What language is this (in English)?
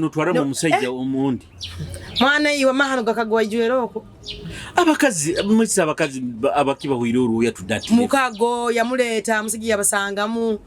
Nyoro